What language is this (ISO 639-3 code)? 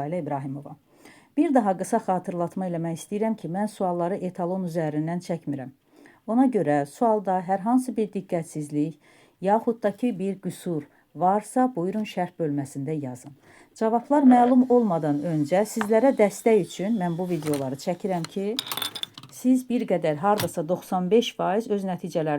aze